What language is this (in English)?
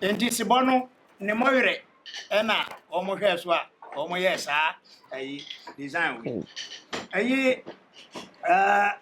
Akan